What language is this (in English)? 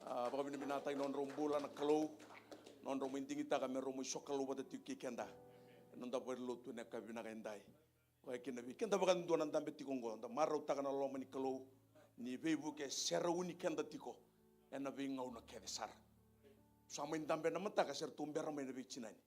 Fijian